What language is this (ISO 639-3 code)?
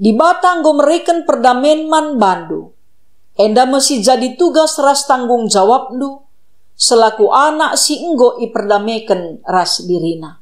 btx